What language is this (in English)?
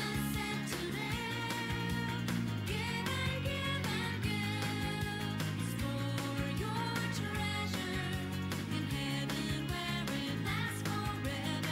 Tedim Chin